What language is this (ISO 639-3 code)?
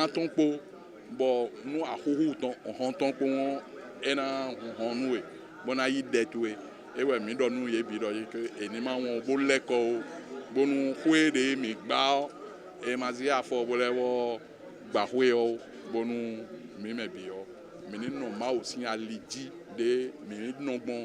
fon